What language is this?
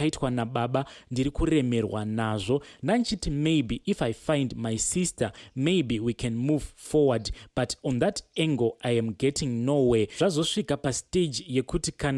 Shona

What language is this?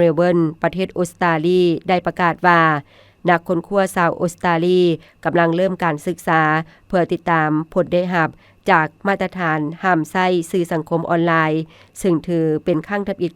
Lao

